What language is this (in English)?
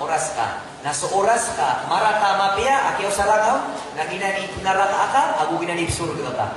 Maranao